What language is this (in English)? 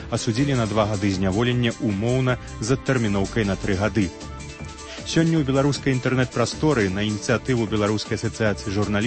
Belarusian